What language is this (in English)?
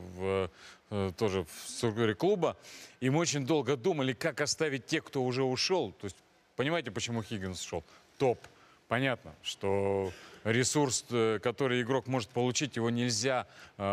Russian